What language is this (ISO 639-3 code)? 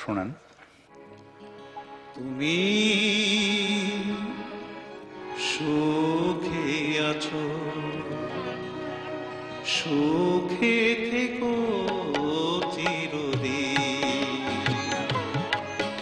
ben